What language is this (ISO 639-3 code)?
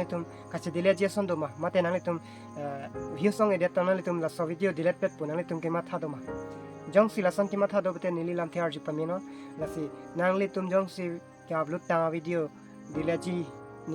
mjw